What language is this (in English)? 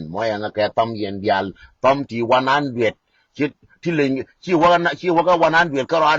Nuer